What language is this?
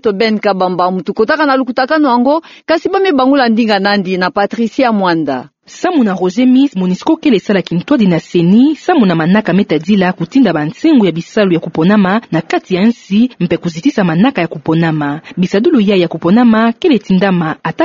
Kituba (Democratic Republic of Congo)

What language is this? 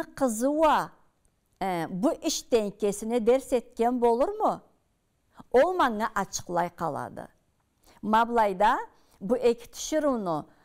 Karachay-Balkar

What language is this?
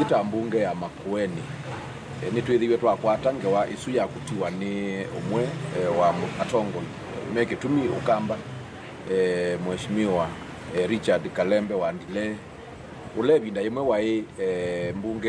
Kamba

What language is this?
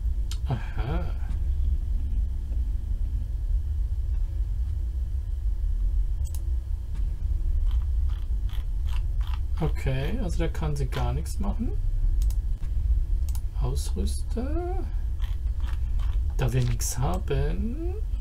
German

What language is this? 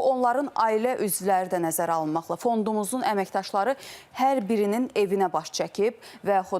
Azerbaijani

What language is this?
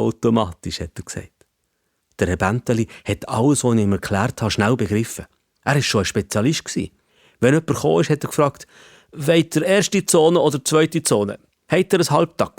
Swiss German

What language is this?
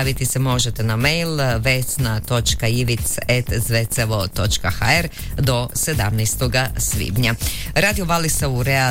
Croatian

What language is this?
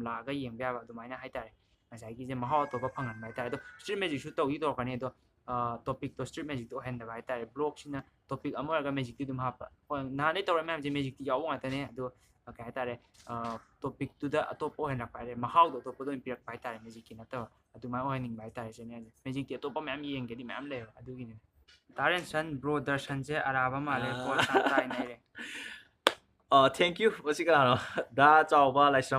Manipuri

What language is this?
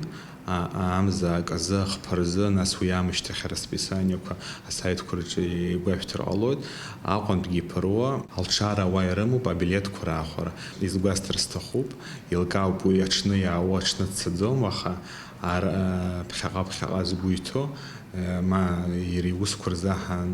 Abkhazian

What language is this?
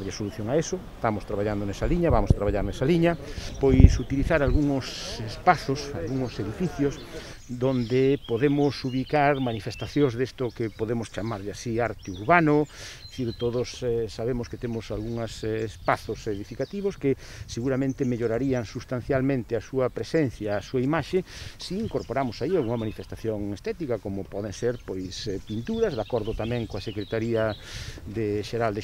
Galician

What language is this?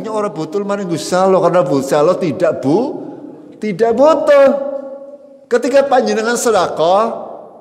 Indonesian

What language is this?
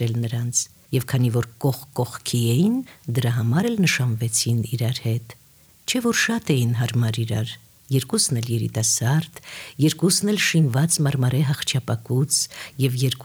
Armenian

